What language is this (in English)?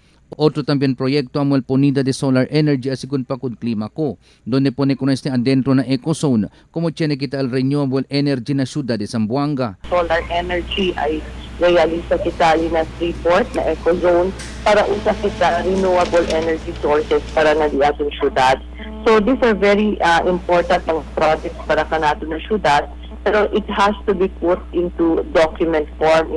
Chavacano